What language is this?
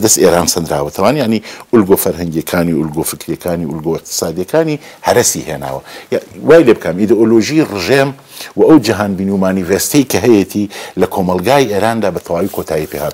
Central Kurdish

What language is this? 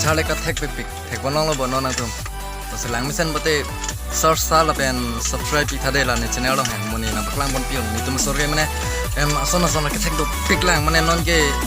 Karbi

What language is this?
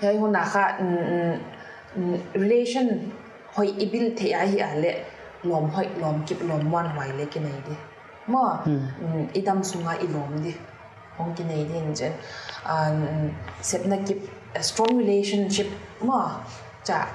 Paite Chin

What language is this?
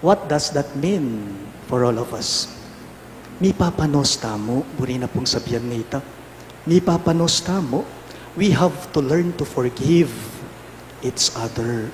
Pampanga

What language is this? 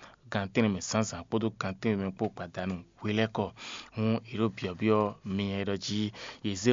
Fon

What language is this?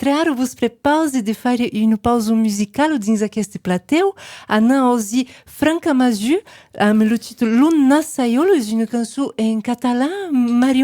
Occitan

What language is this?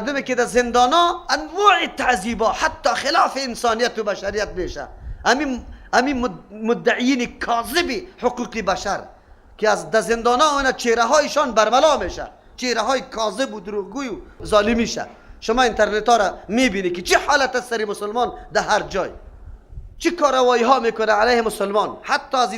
Persian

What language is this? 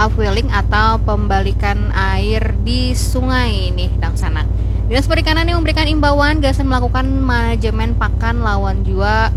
Banjar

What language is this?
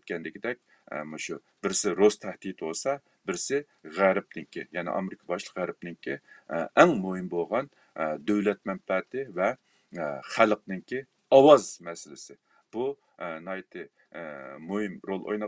Uyghur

